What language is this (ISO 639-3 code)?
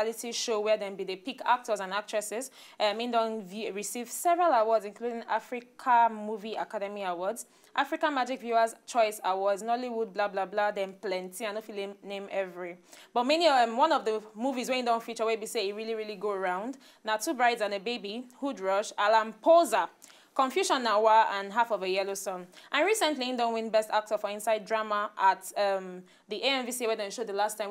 pcm